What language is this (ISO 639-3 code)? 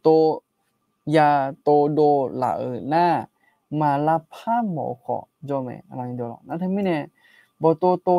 ahk